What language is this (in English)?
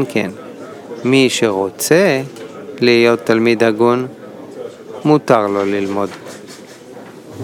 Hebrew